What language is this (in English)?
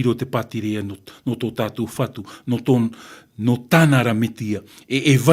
Tahitian